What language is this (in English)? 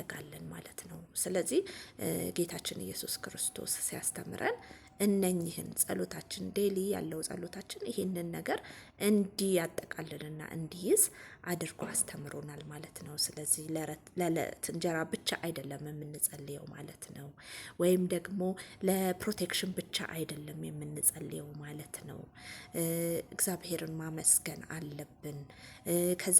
Amharic